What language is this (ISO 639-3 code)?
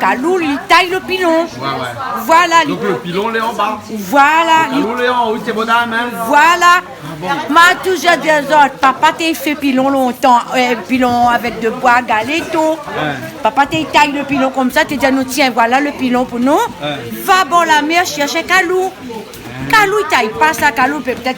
rcf